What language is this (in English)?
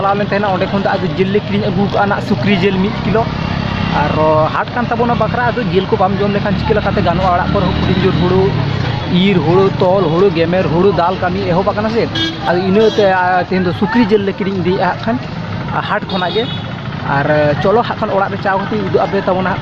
Santali